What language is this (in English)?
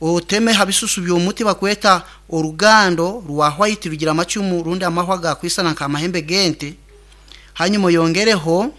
Nyoro